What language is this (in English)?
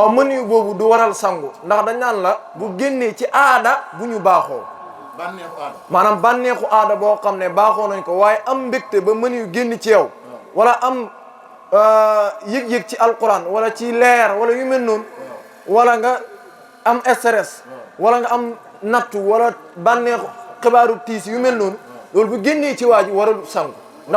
Wolof